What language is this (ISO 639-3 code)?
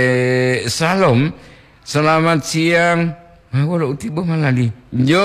gor